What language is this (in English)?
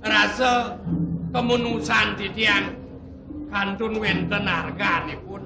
Balinese